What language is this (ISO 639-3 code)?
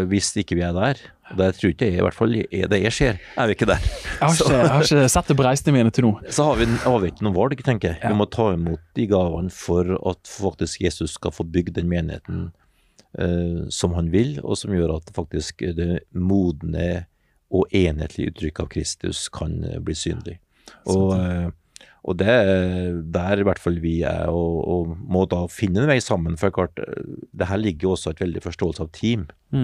nor